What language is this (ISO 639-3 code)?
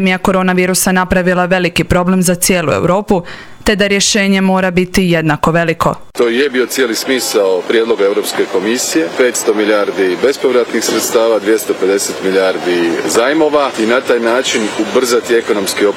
hrv